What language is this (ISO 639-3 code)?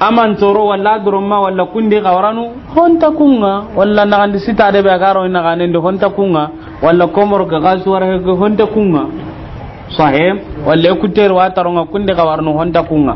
snk